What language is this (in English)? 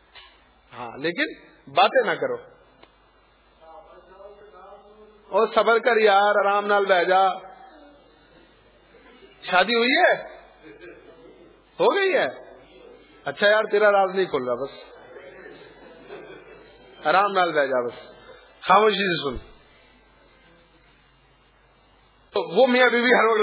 Urdu